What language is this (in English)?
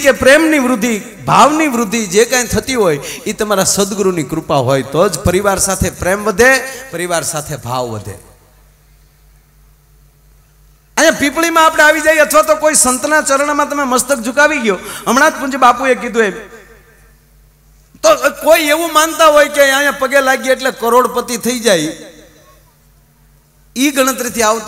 Gujarati